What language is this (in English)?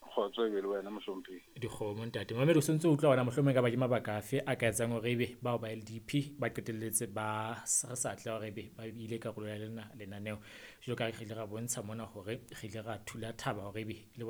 Southern Sotho